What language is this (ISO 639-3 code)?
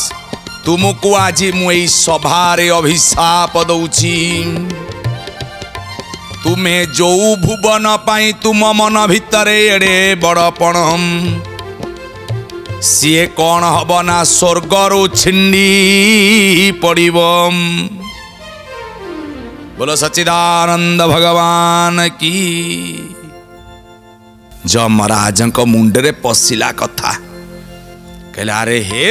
ori